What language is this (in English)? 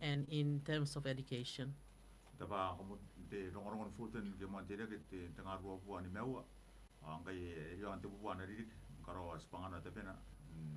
Gilbertese